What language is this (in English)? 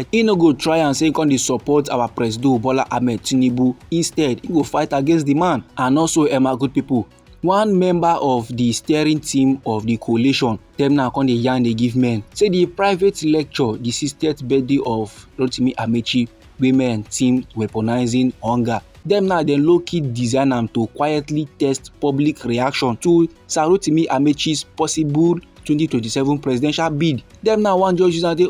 Nigerian Pidgin